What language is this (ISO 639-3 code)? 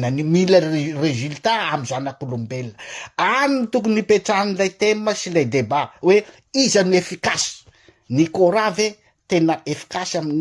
mlg